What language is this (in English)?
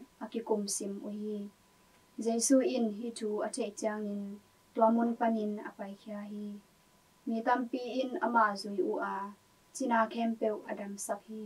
Tedim Chin